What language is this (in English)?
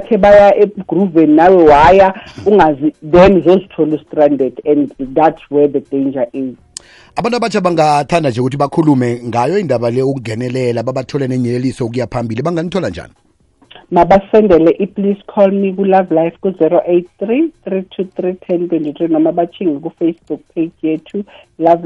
South Ndebele